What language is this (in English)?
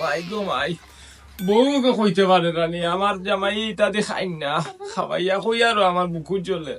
Sylheti